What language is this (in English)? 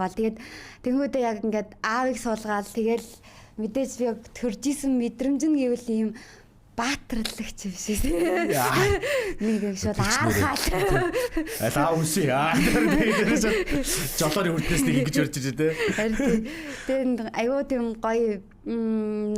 Mongolian